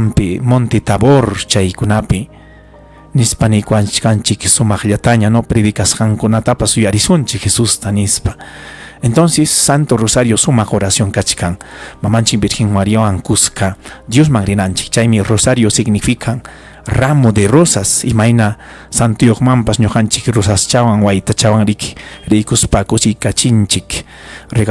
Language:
Ayacucho Quechua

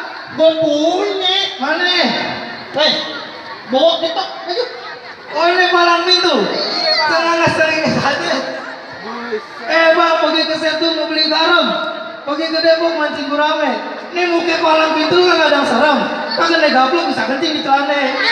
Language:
Betawi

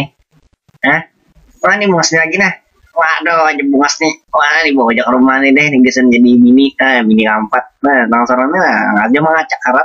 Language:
Banjar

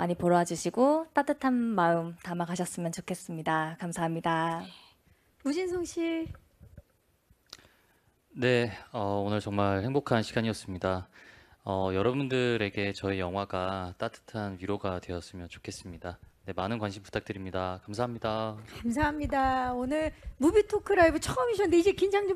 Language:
Korean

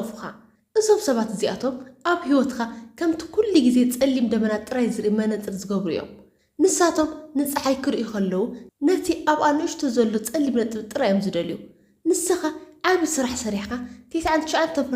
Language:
Tigrinya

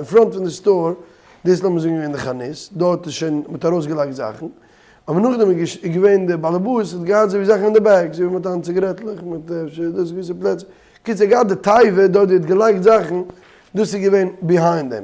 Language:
Yiddish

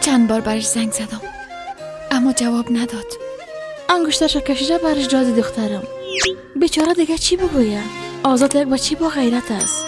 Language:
Persian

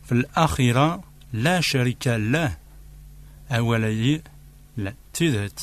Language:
Kabyle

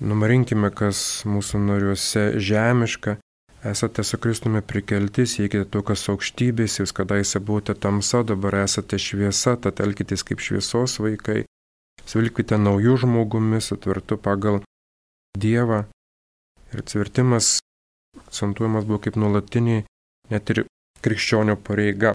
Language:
Lithuanian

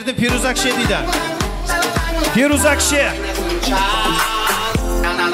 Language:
Kara-Kalpak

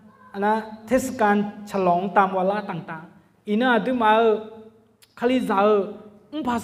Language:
Akha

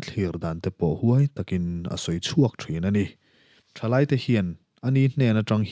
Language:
Mizo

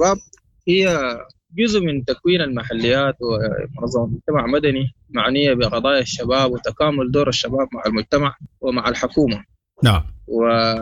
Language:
Sudanese Arabic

